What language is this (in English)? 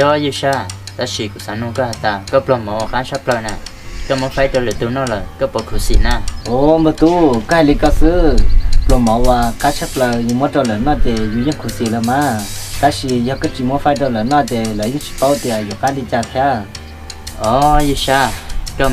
Hmong